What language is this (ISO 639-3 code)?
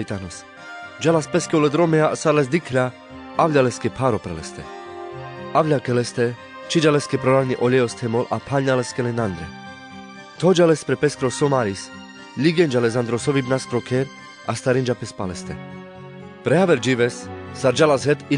rmc